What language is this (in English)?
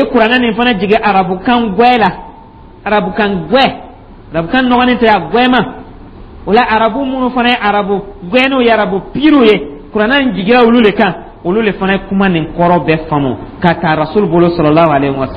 Dyula